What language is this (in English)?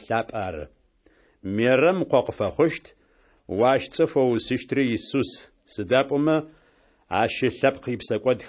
Adyghe